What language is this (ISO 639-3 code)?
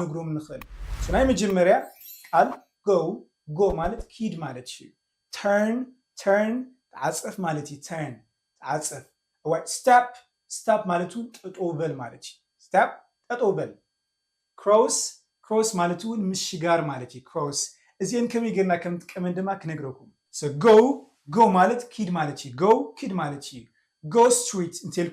tir